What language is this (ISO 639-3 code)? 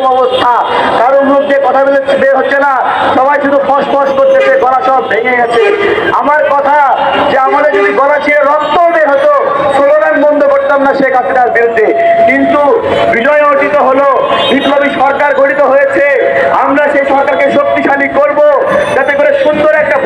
ben